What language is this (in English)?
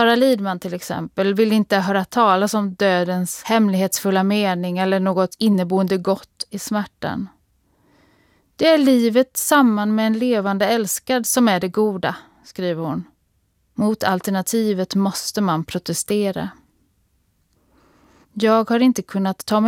Swedish